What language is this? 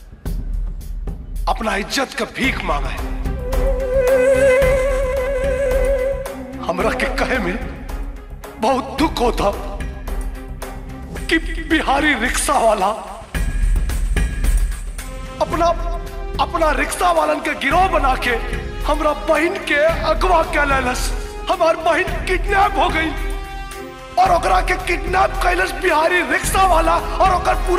Bhojpuri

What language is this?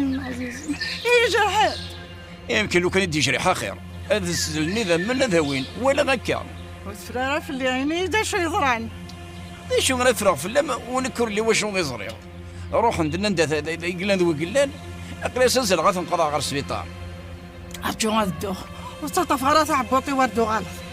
Kabyle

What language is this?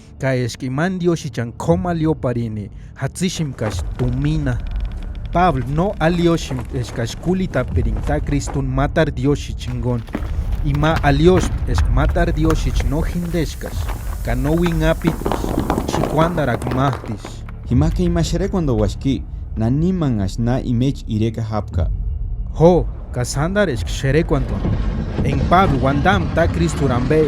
Purepecha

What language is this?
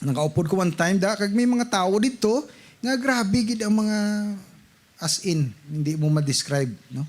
Hiligaynon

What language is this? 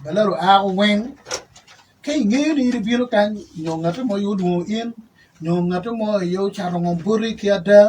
Acoli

